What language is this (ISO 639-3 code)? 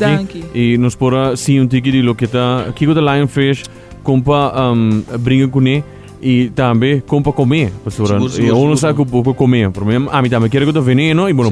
pap